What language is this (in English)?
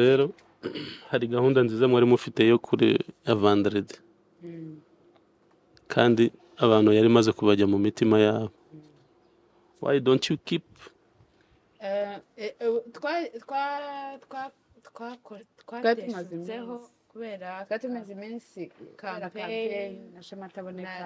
Kinyarwanda